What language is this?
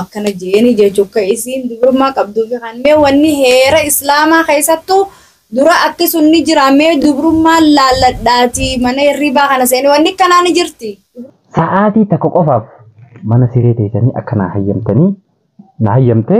Oromo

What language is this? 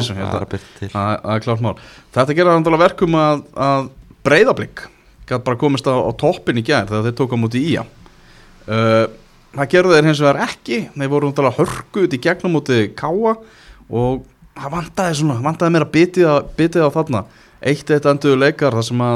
Icelandic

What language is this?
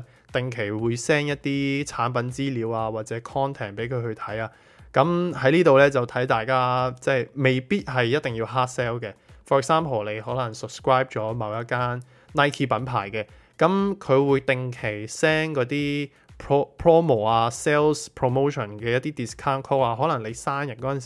Cantonese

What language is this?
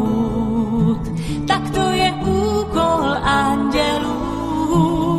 Czech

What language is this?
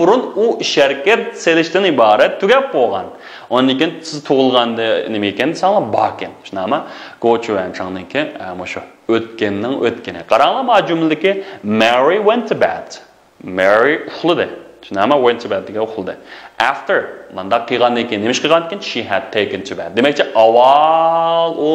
Uyghur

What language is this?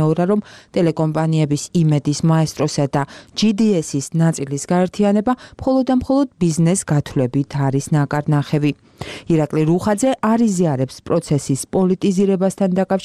Georgian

